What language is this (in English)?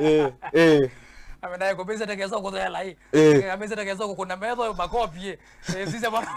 Kamba